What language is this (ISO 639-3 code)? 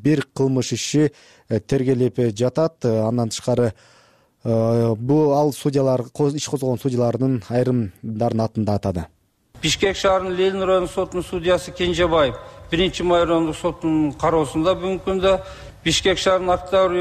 kir